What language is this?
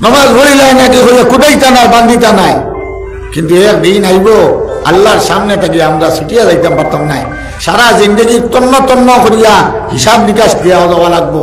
Sylheti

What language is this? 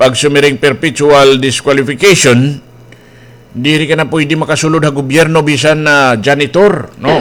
Waray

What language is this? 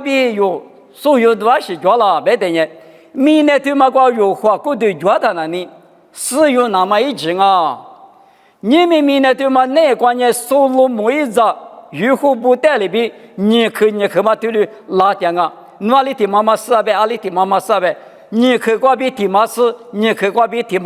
Lisu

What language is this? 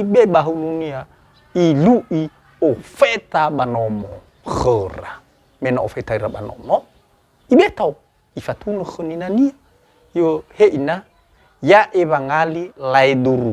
Nias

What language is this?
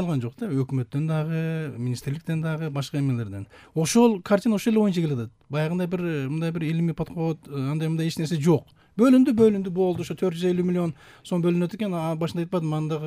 Kyrgyz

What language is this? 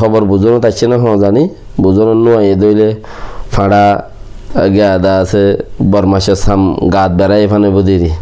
Rohingya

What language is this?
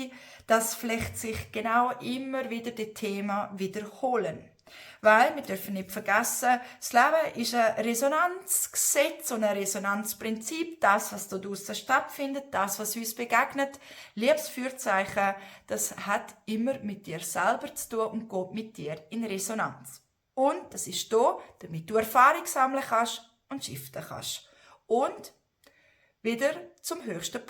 Swiss German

